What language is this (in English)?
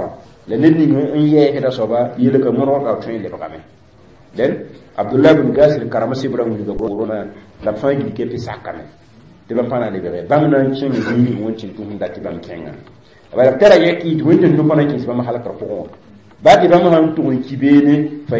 Mossi